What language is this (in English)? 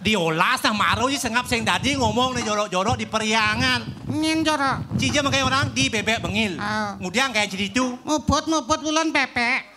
Balinese